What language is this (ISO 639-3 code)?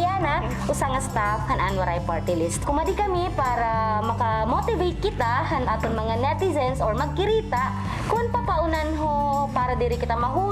war